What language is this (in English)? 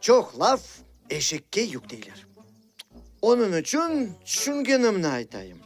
Crimean Tatar